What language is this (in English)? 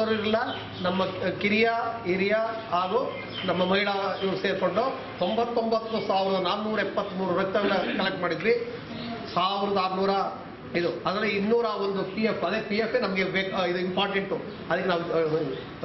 Kannada